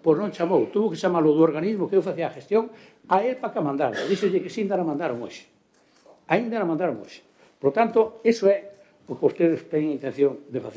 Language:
Galician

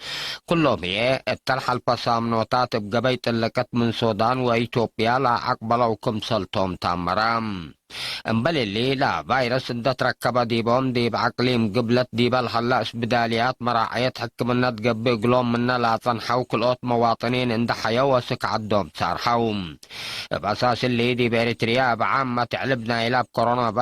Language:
Tigre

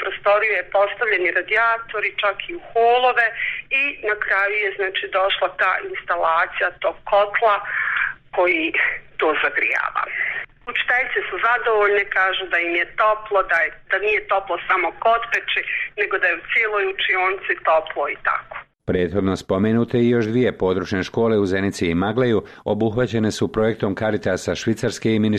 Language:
Bosnian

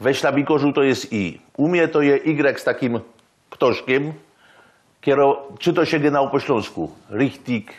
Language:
Silesian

